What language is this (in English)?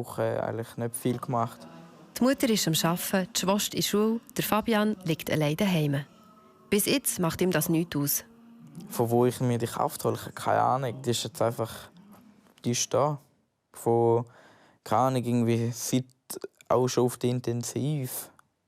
Swiss German